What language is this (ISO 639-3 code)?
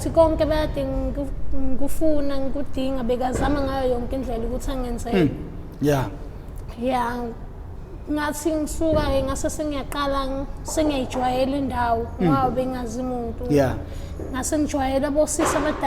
zul